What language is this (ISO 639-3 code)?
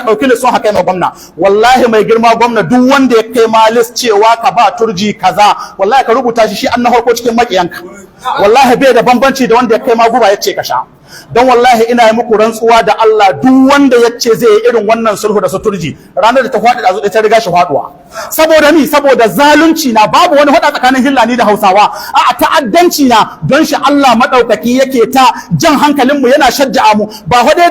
hau